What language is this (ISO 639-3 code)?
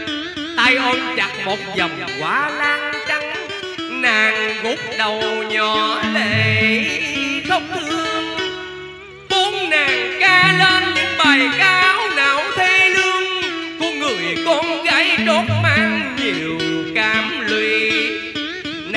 vie